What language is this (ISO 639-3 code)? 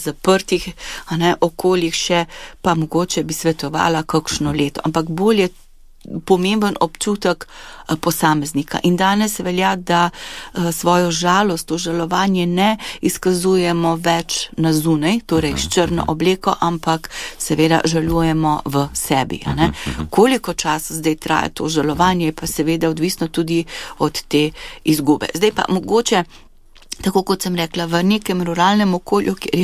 slv